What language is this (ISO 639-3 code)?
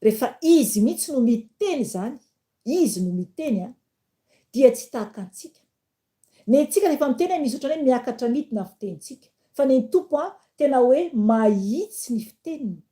mlg